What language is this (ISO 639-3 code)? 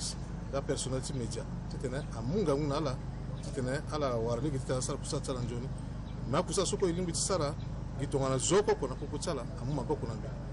sag